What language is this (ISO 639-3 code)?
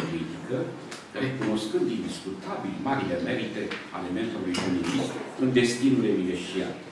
ron